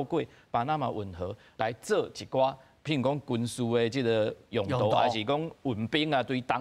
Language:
Min Nan Chinese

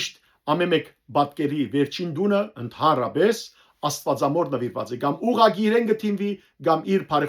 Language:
Western Armenian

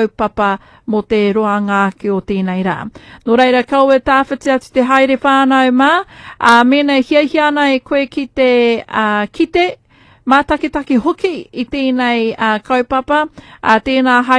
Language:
Māori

